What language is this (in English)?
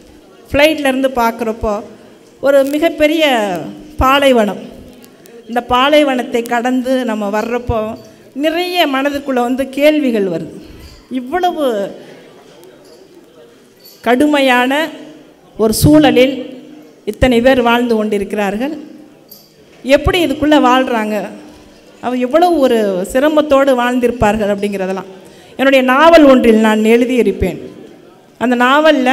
Tamil